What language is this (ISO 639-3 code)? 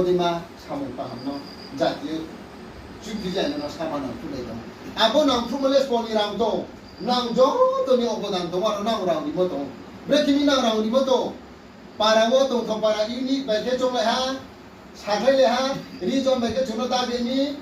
ria